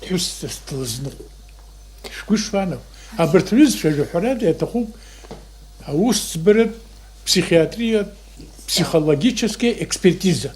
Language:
Abkhazian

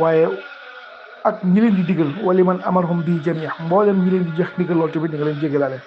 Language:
Wolof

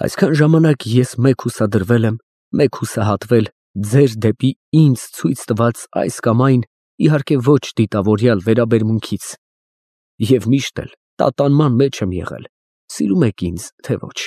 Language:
Armenian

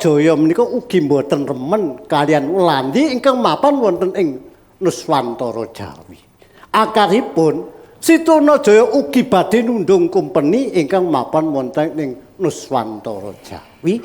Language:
Javanese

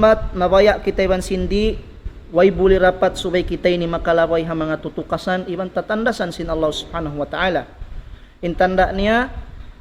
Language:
Tausug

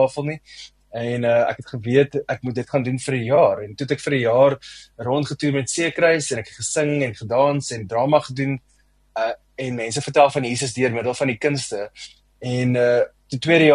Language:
Afrikaans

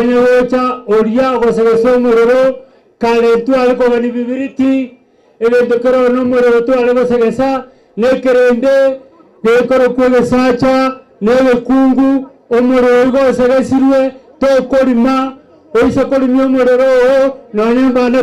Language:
Gusii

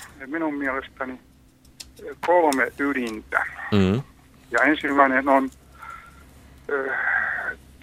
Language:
Finnish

